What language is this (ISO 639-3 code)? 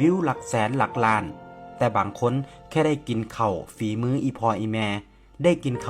tts